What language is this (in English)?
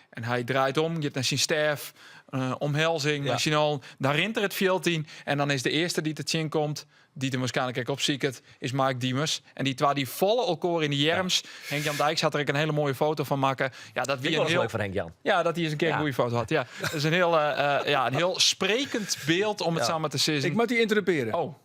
Western Frisian